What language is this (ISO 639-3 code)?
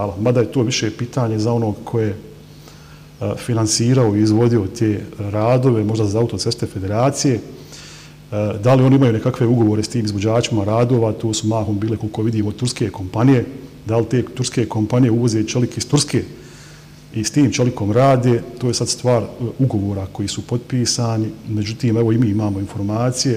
bos